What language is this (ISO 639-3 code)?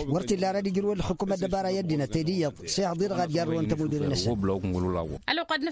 taq